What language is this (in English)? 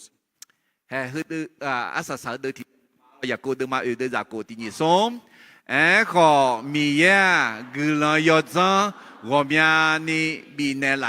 Akha